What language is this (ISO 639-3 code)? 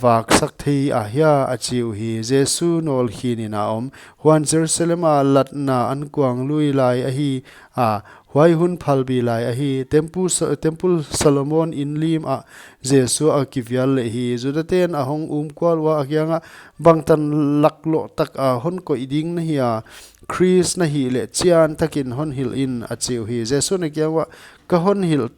pck